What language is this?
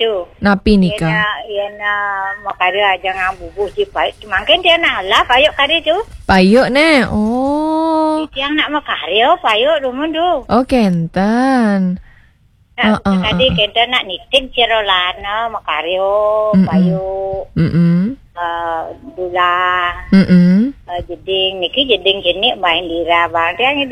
Balinese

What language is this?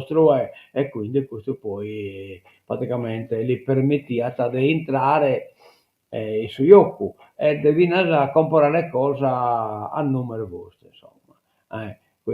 Sardinian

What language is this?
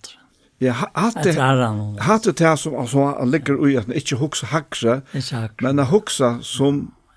Faroese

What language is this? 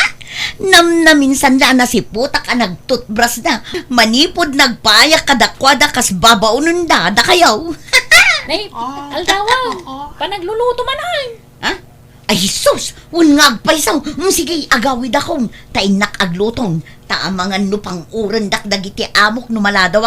Iloko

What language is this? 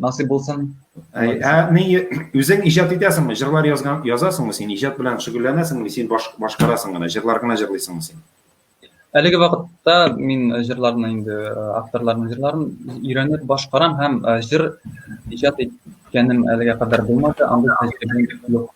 Tatar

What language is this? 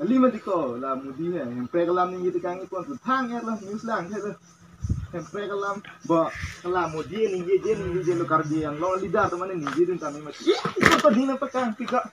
Karbi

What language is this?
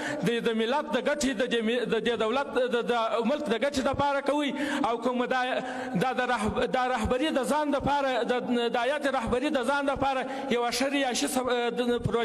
Pashto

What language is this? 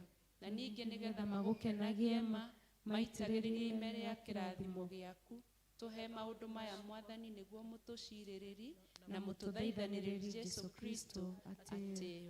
Kikuyu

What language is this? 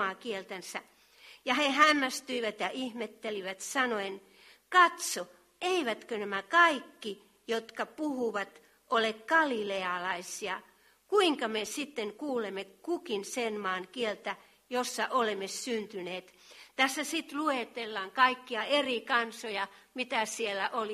Finnish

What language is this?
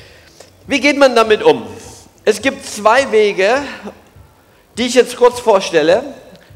German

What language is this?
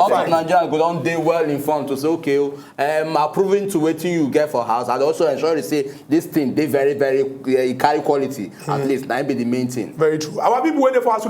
Nigerian Pidgin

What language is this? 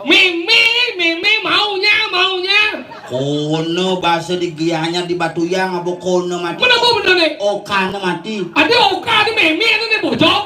Balinese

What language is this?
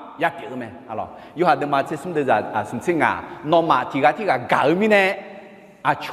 Akha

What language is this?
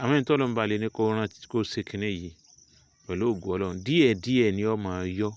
Yoruba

